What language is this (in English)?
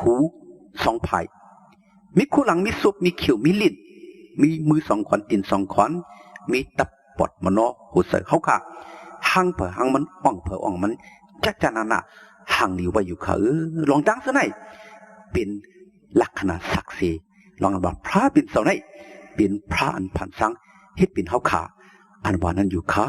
Shan